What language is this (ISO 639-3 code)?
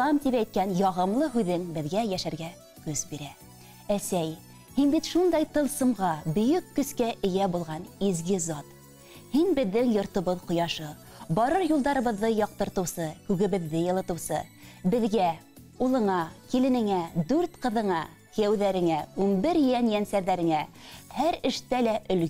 bak